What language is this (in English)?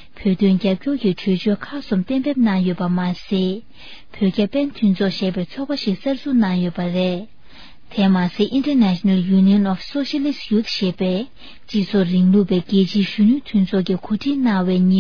Tibetan